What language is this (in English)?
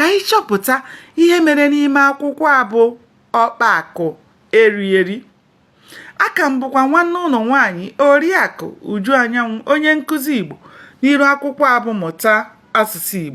Igbo